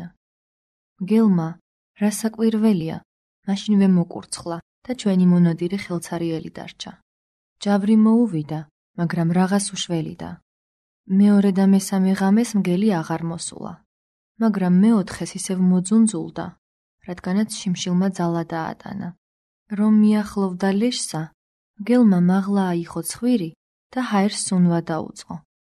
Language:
Georgian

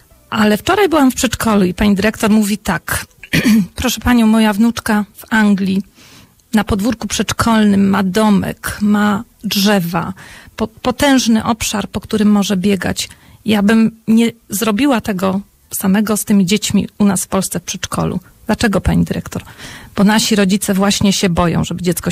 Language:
Polish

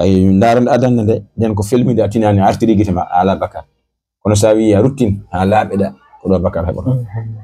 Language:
Fula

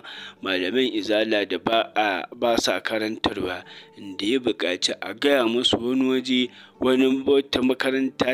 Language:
Hausa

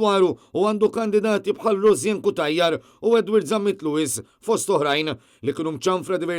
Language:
Maltese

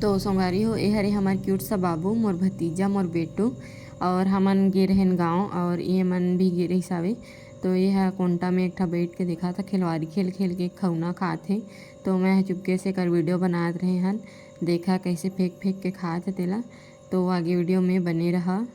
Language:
Chhattisgarhi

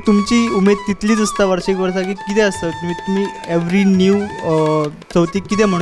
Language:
Konkani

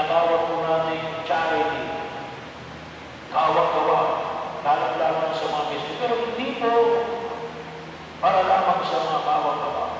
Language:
Filipino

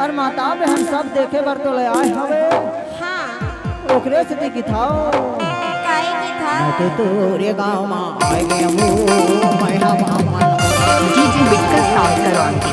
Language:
Chhattisgarhi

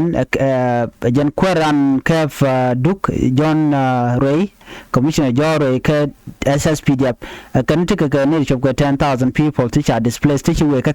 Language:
Nuer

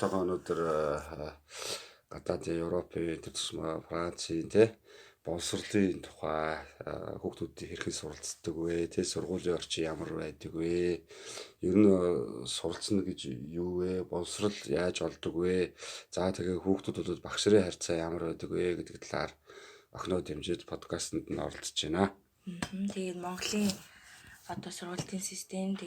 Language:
Mongolian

